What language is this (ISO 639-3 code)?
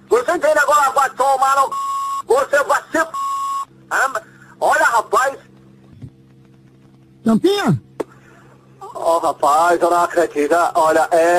por